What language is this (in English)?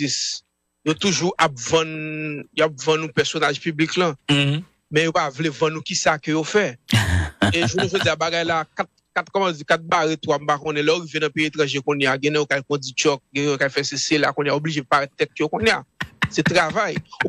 Haitian Creole